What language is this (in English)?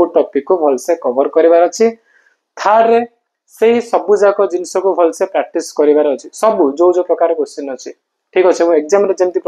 Odia